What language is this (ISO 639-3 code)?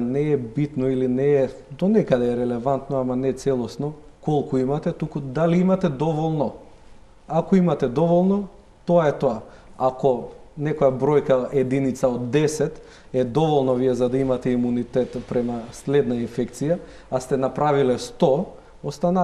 mkd